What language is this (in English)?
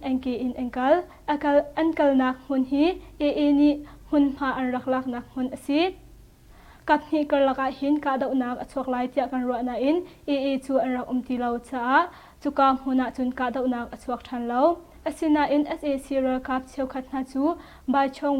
Hakha Chin